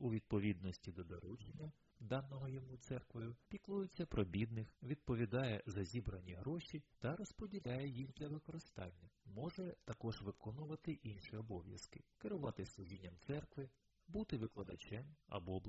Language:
Ukrainian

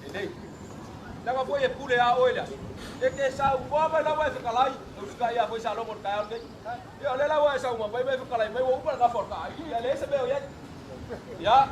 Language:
Samoan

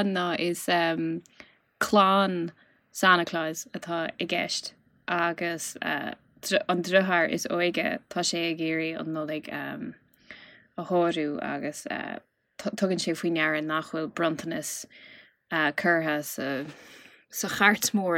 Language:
Irish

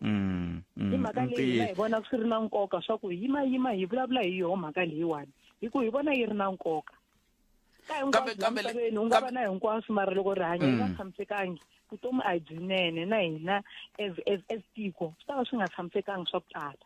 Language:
Tsonga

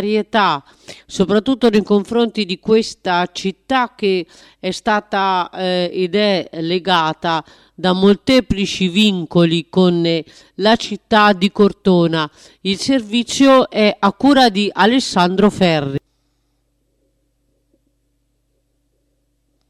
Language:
Italian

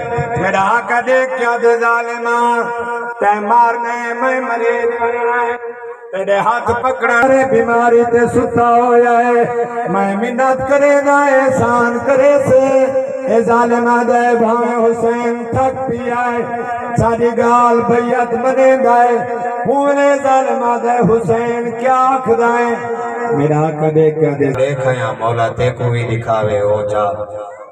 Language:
Saraiki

